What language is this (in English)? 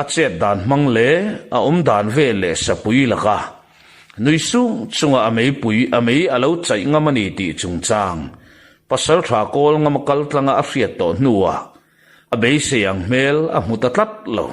Mizo